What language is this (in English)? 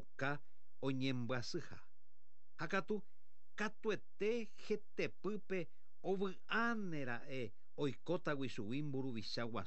Guarani